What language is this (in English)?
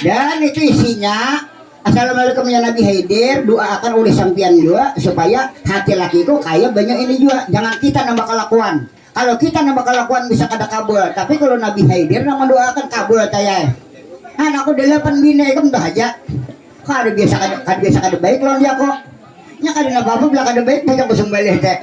Banjar